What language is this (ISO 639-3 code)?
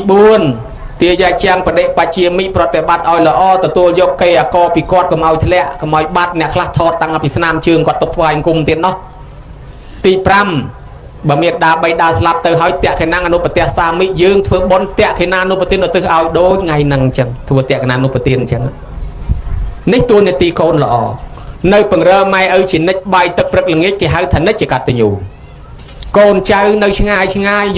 khm